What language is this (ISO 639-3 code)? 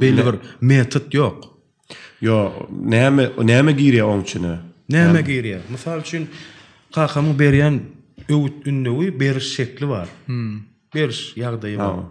tuk